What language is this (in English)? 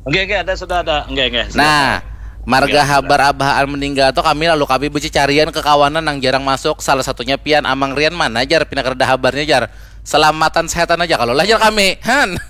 Banjar